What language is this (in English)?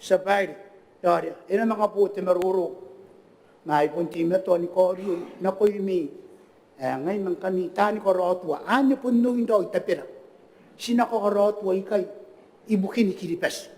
Gilbertese